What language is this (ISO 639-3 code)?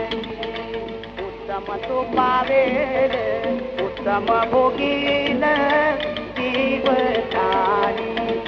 mar